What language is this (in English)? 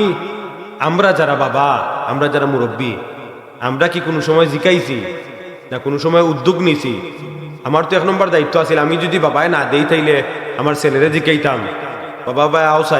Sylheti